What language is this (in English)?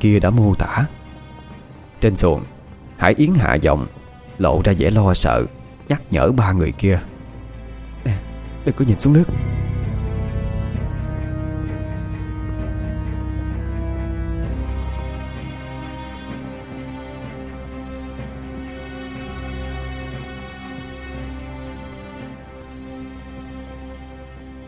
Vietnamese